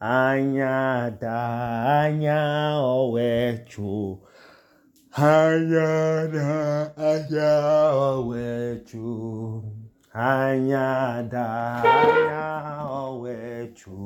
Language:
Idoma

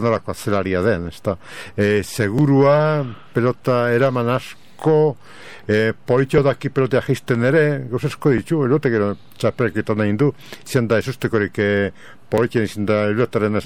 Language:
Basque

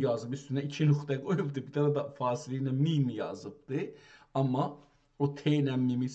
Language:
South Azerbaijani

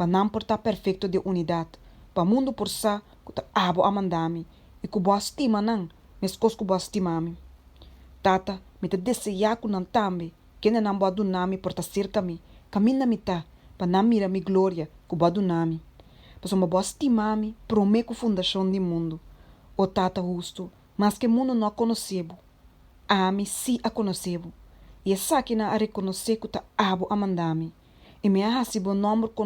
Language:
Papiamento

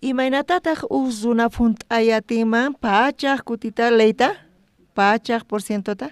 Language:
South Bolivian Quechua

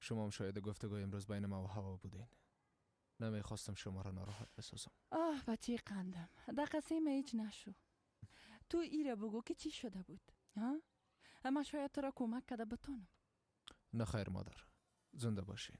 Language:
Persian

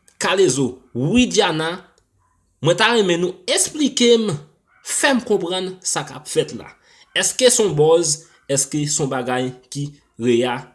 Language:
Haitian Creole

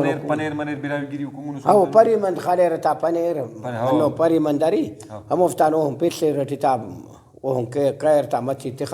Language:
Brahui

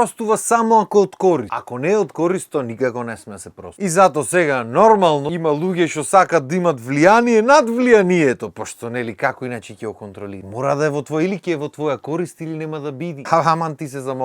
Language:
Macedonian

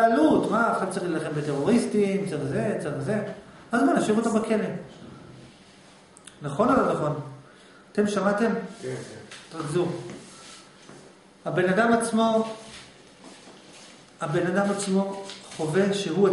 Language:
Hebrew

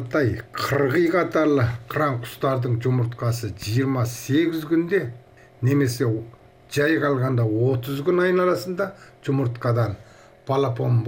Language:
Kazakh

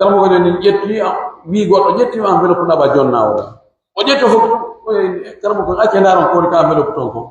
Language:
Pular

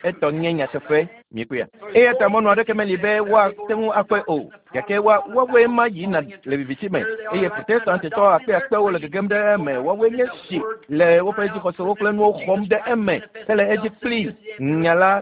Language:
Ewe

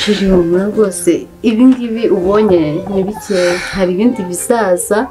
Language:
Kinyarwanda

